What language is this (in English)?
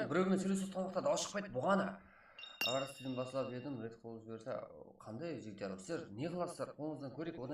Kara-Kalpak